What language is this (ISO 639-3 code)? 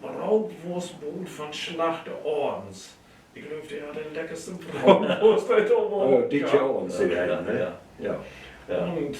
nds